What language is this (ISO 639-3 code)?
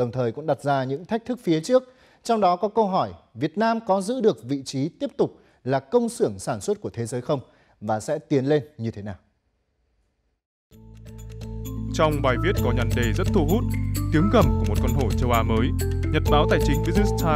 vie